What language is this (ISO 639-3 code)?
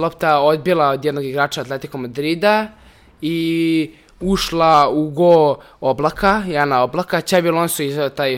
srp